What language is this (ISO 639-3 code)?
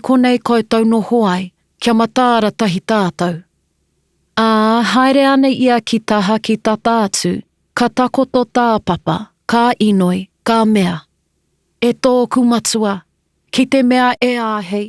mri